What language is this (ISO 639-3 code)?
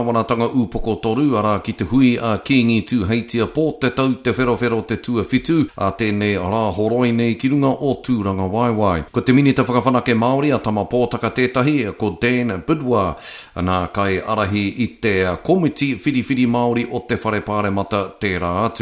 mri